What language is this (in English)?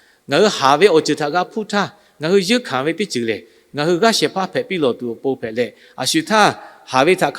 Lahu